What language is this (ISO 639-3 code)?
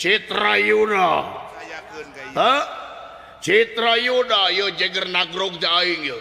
sun